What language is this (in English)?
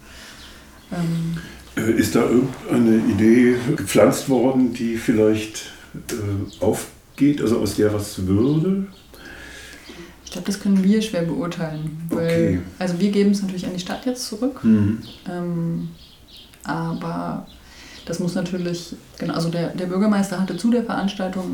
German